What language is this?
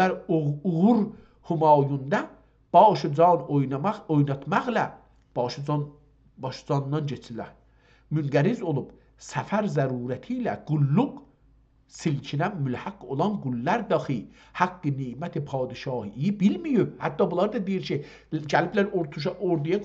South Azerbaijani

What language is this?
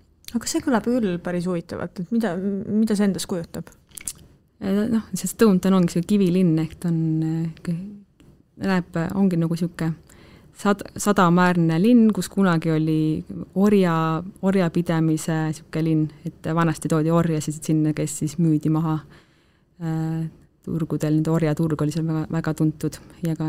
Estonian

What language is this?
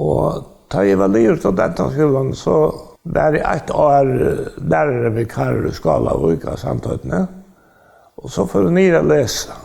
Faroese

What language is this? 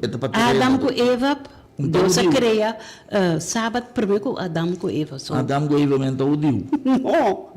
Papiamento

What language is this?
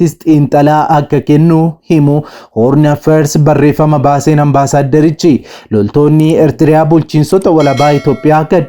Oromo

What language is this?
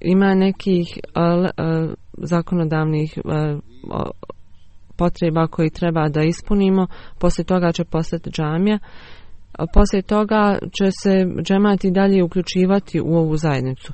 Bosnian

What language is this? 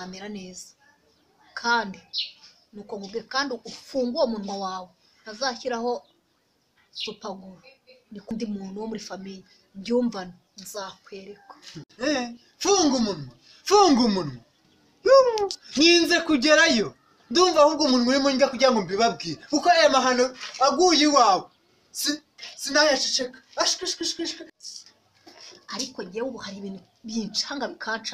Kinyarwanda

